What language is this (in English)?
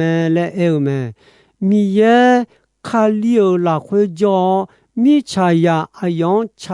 Akha